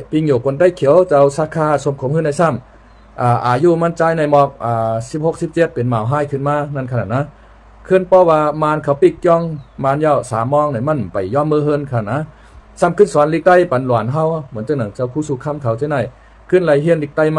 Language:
Shan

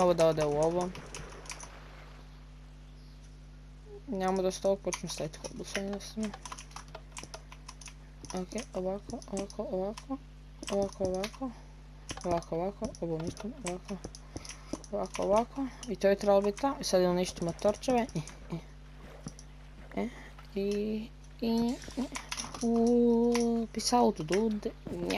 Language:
Croatian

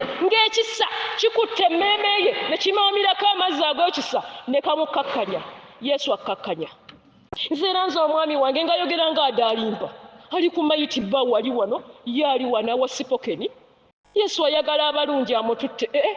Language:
Ganda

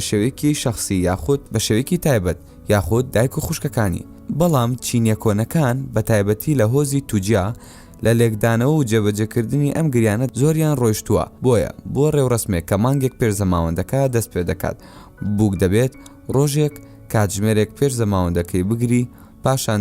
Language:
Central Kurdish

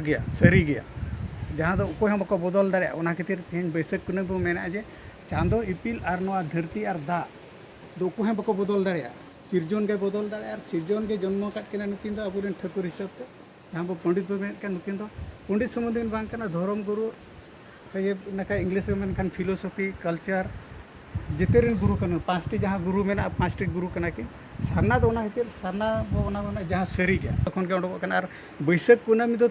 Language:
Santali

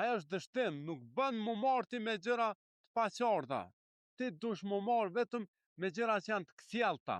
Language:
Albanian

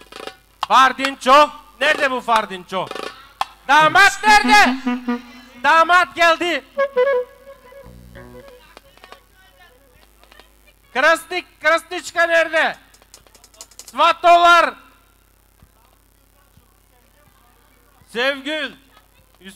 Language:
Turkish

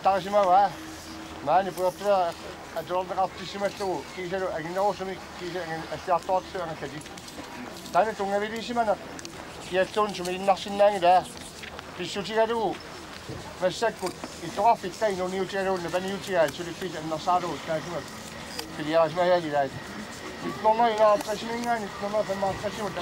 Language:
Kalaallisut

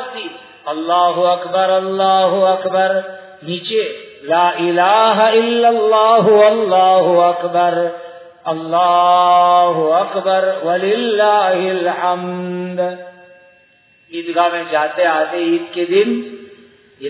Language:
Urdu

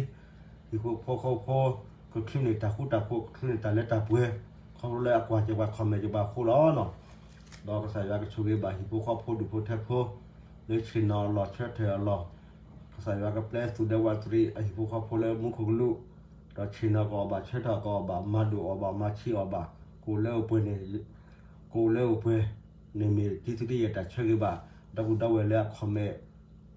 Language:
S'gaw Karen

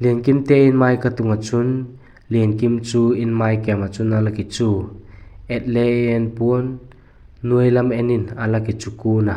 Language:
Vaiphei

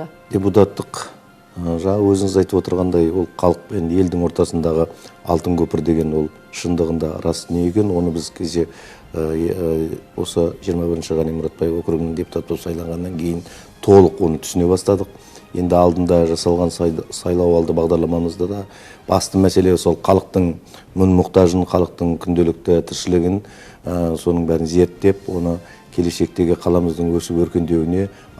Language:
Kazakh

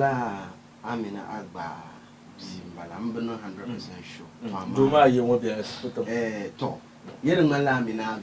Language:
Dagbani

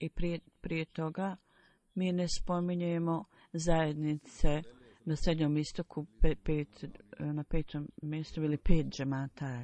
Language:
Bosnian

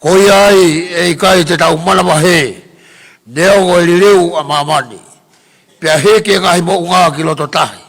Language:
Tongan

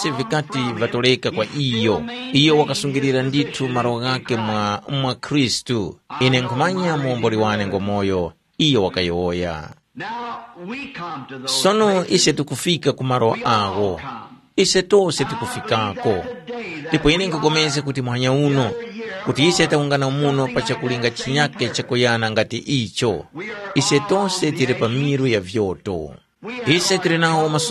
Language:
Tumbuka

